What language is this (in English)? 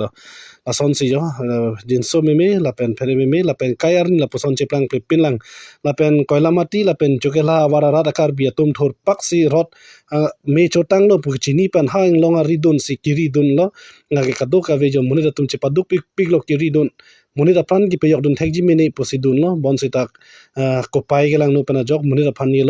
Karbi